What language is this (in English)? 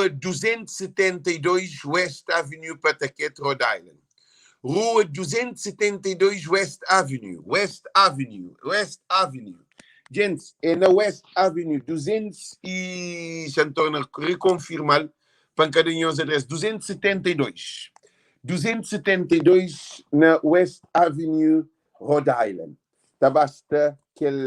Kabuverdianu